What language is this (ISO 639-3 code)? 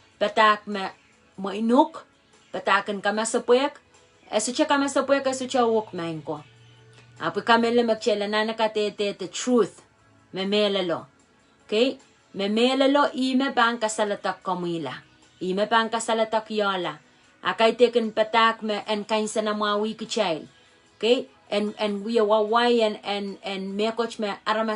pon